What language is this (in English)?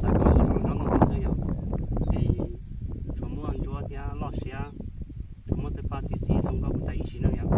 Hmong